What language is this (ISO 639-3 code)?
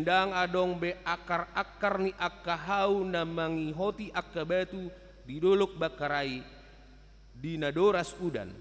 bbc